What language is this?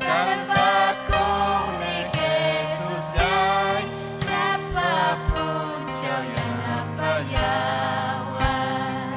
Ayacucho Quechua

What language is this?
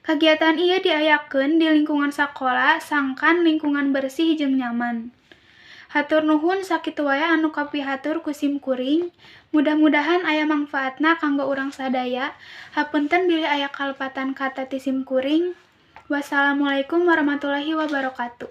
Sundanese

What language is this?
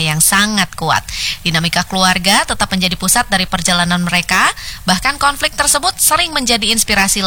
Indonesian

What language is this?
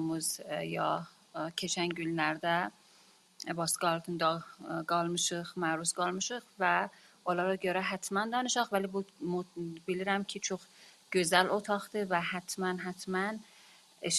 South Azerbaijani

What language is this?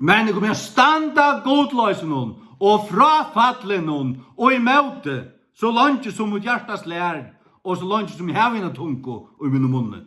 Faroese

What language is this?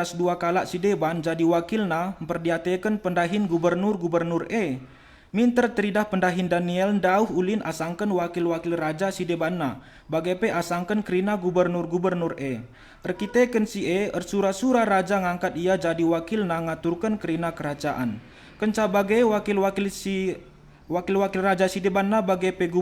Batak Karo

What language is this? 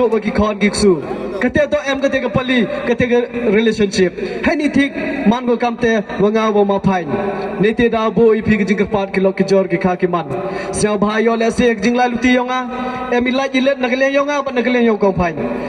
Pnar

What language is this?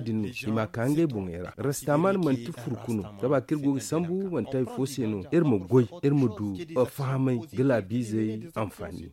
Zarma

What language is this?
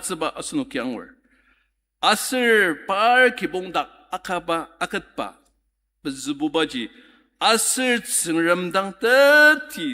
Ao Naga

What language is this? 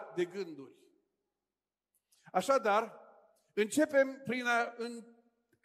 Romanian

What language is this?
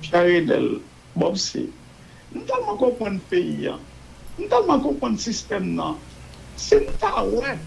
Haitian Creole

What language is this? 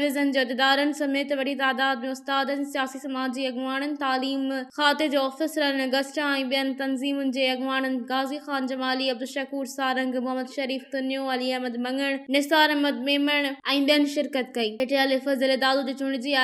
Sindhi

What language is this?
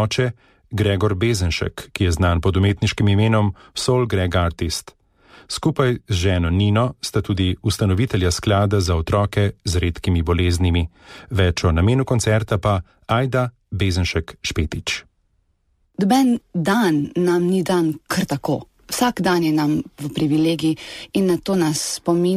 Slovenian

